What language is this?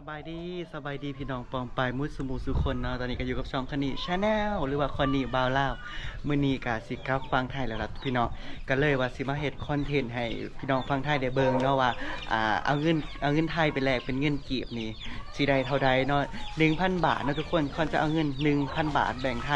Lao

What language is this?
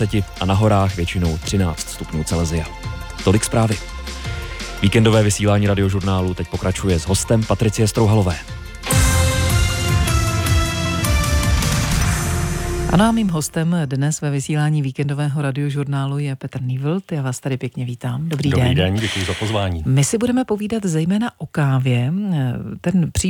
Czech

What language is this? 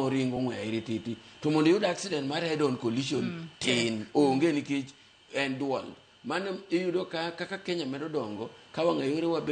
Luo (Kenya and Tanzania)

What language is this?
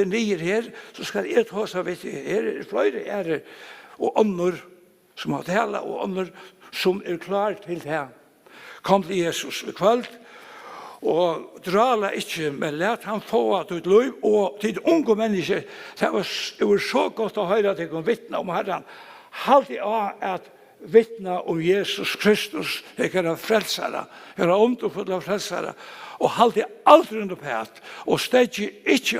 Faroese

